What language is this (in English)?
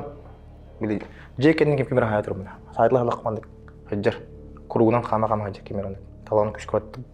Yakut